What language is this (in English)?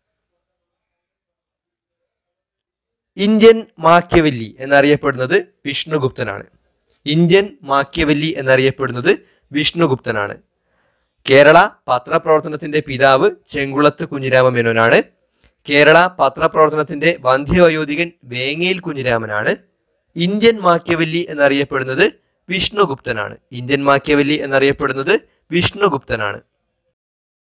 Malayalam